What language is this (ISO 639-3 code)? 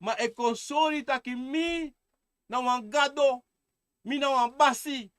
srn